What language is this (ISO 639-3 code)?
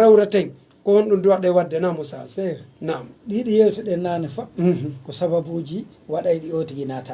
fuf